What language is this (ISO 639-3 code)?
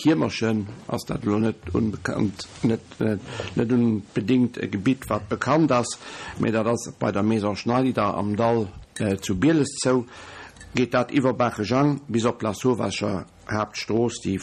ltz